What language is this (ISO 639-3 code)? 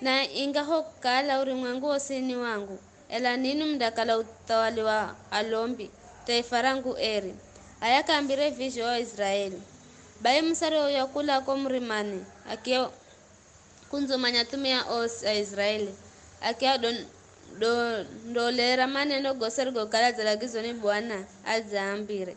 nyf